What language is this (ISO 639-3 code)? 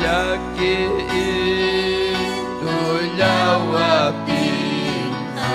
quy